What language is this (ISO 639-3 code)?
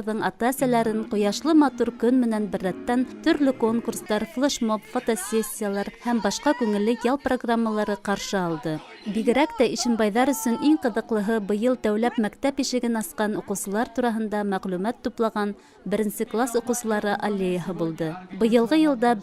bak